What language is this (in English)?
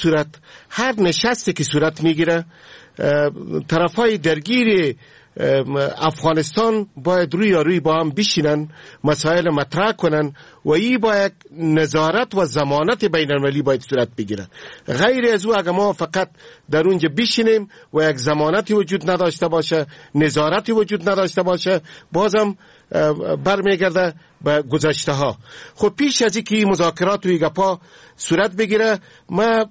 Persian